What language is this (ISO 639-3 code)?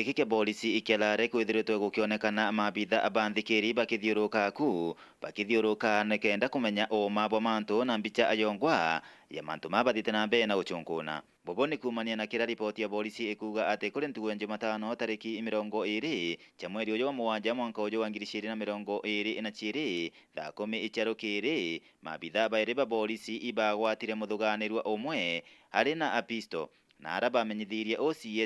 mer